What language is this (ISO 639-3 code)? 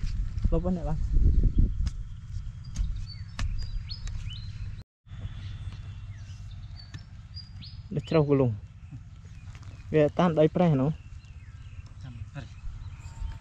vie